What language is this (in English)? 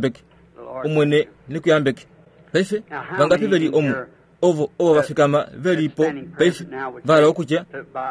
Kuanyama